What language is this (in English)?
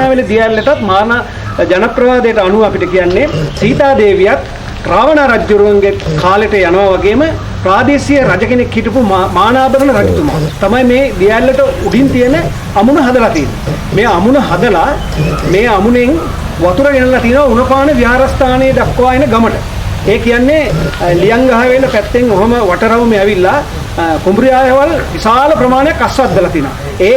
Sinhala